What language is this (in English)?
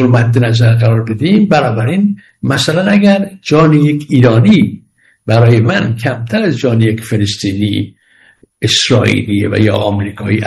Persian